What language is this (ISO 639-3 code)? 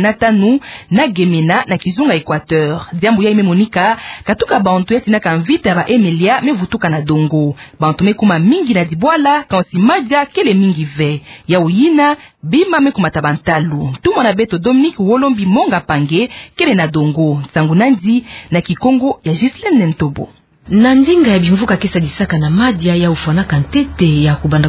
ktu